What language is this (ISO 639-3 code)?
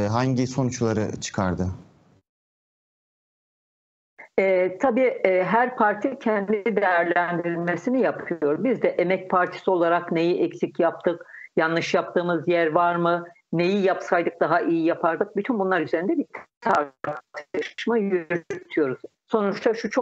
tur